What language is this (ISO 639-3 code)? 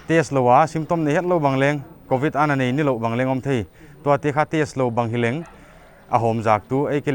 pck